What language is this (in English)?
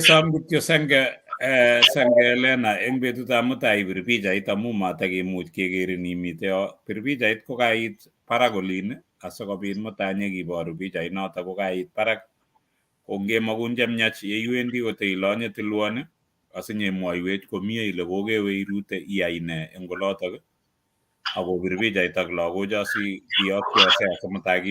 Kalenjin